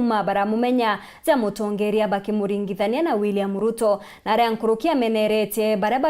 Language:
Meru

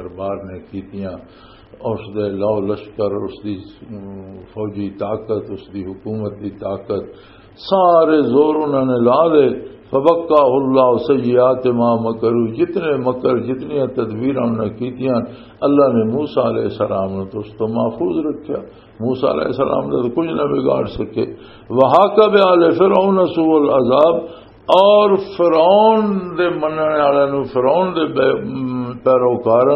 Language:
Western Panjabi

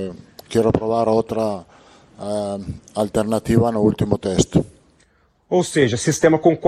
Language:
Portuguese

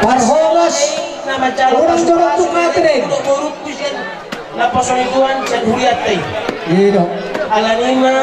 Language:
Batak Toba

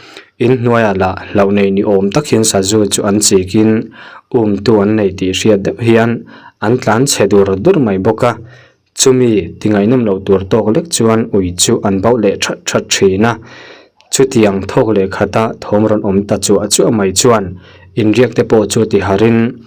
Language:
Mizo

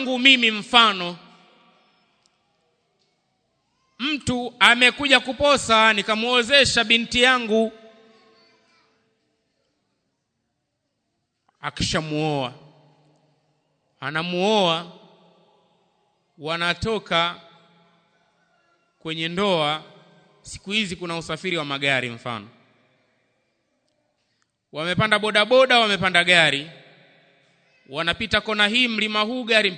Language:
Swahili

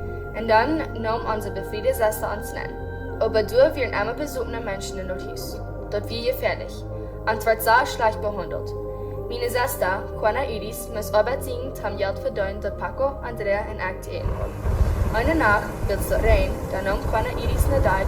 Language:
Plautdietsch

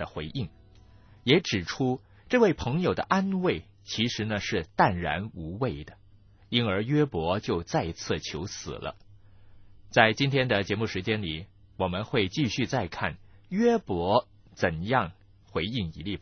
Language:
Chinese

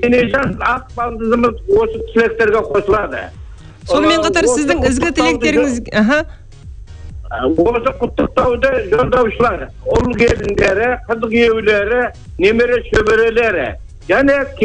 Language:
Kazakh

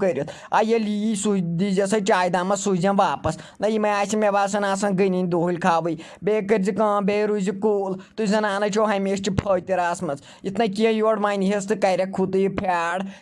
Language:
Kashmiri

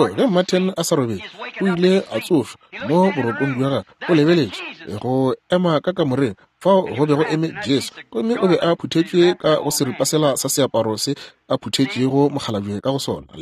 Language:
Northern Sotho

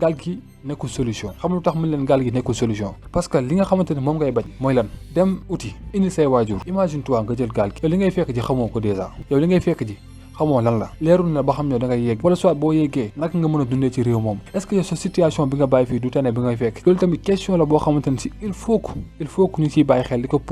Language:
Wolof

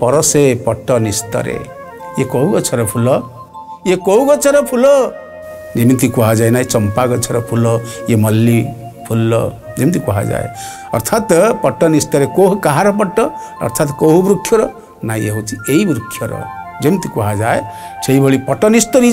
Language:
Odia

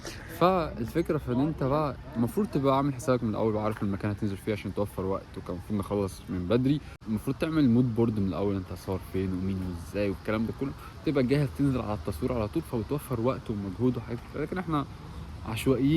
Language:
Egyptian Arabic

